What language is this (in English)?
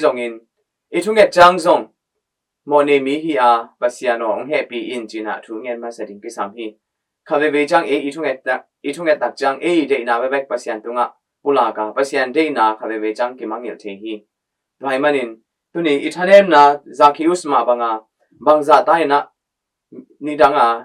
Tedim Chin